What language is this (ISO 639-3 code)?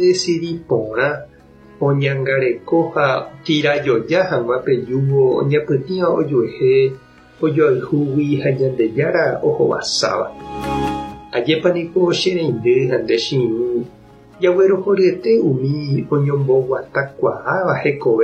grn